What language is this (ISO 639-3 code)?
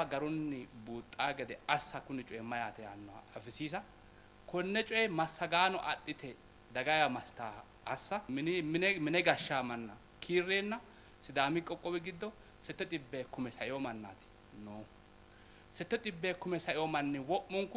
sid